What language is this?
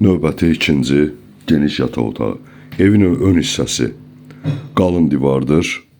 Azerbaijani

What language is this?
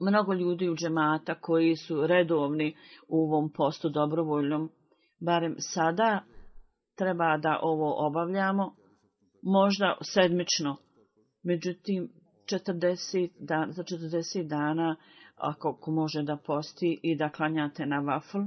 Bosnian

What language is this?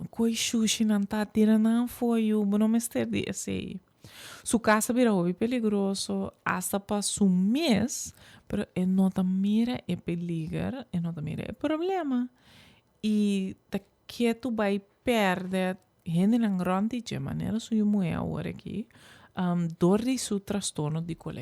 Papiamento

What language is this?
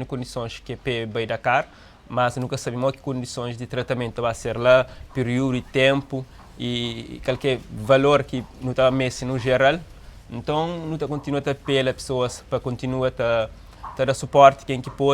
Kabuverdianu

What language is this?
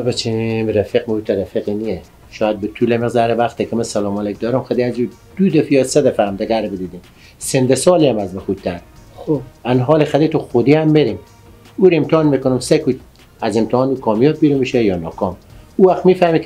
Persian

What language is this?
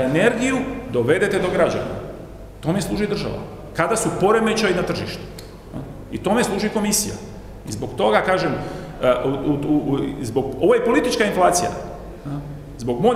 Croatian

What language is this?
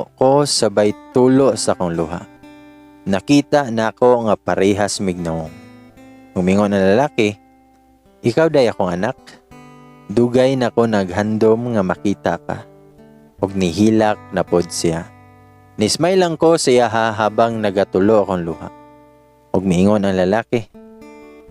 Cebuano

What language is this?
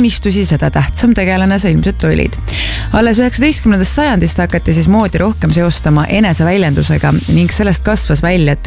Estonian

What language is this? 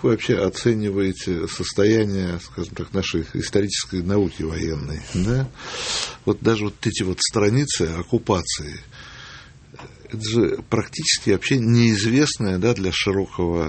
Russian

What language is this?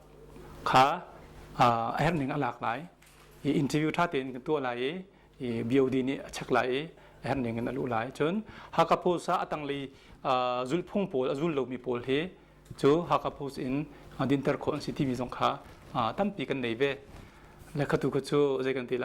Hakha Chin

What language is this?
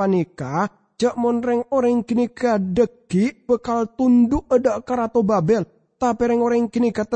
Madurese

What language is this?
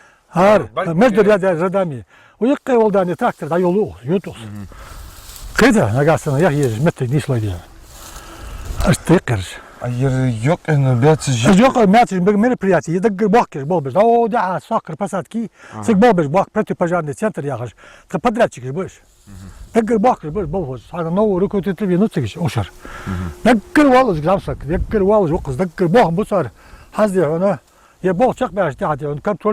Ingush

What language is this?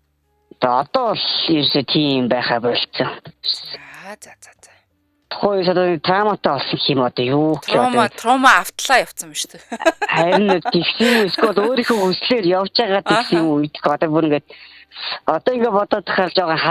Mongolian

